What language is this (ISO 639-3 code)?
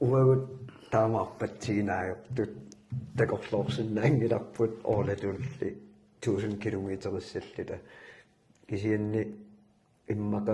kal